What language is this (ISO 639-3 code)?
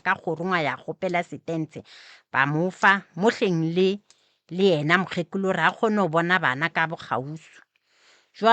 nso